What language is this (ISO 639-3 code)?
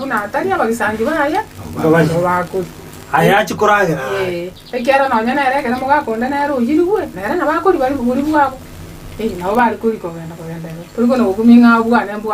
guz